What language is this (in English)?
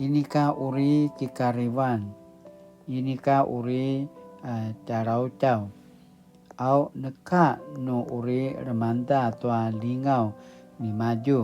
Paiwan